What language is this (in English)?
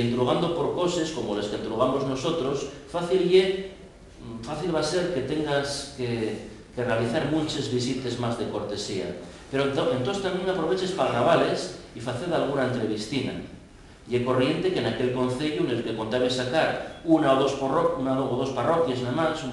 Asturian